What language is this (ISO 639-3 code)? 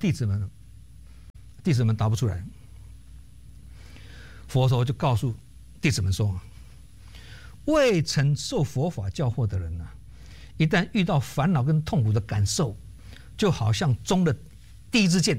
zho